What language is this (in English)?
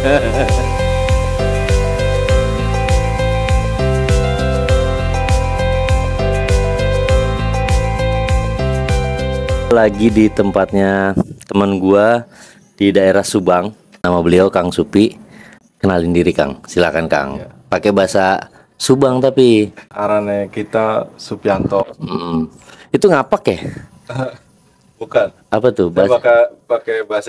Indonesian